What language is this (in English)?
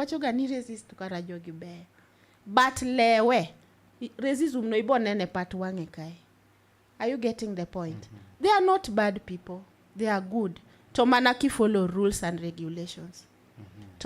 Luo (Kenya and Tanzania)